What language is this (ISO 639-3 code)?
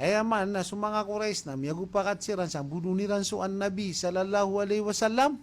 mrw